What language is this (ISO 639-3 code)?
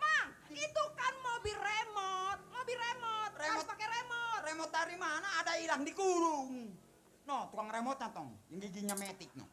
bew